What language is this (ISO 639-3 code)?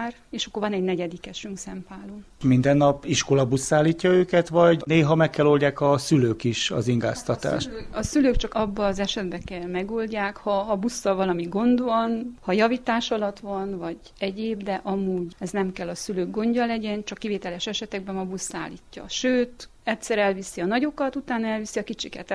hun